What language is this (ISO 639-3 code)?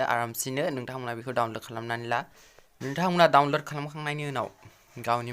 brx